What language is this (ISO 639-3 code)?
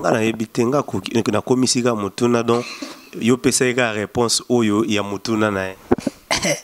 lin